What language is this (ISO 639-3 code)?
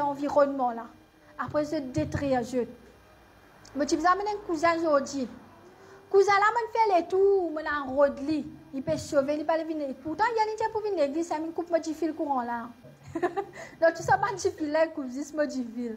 mfe